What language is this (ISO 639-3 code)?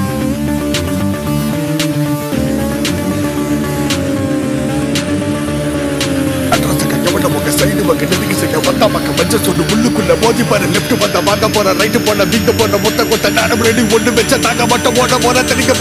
tam